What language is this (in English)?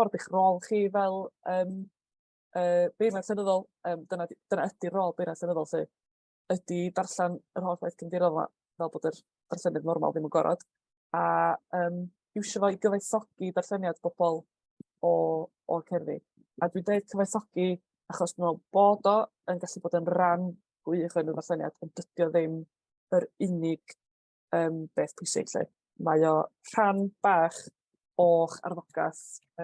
Welsh